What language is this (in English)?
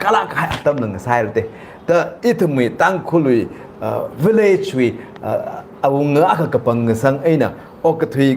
Tangkhul Naga (India)